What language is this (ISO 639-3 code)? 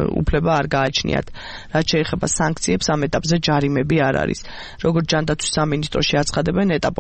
kat